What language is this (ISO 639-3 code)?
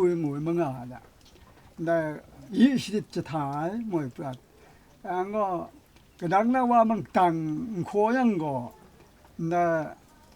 kac